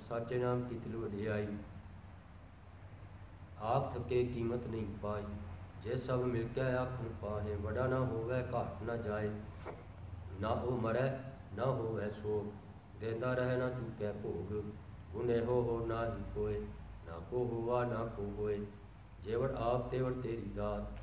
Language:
Punjabi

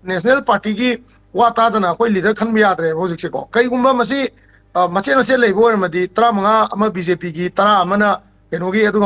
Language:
Manipuri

